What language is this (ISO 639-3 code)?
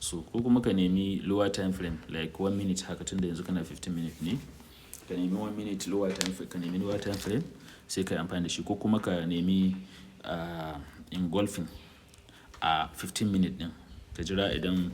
hau